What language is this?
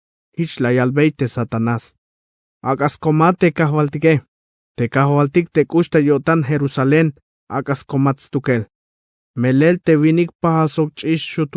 Tzeltal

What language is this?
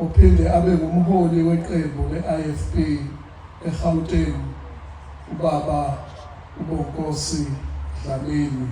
Zulu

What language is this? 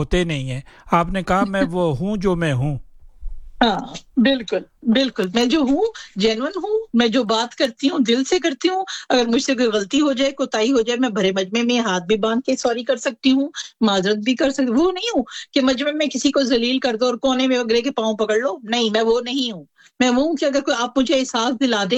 Urdu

